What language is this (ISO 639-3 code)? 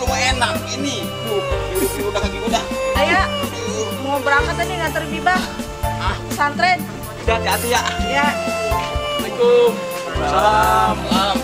bew